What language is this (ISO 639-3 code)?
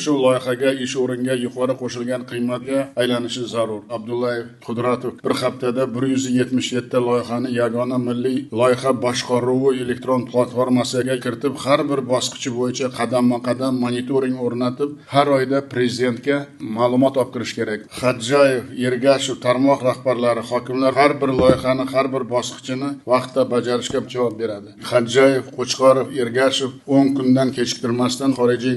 uzb